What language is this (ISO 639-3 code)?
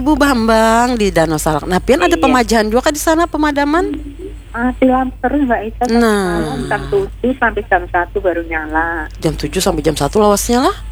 bjn